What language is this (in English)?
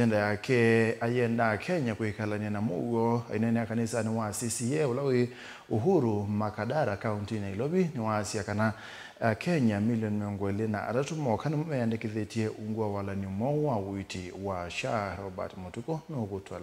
Kamba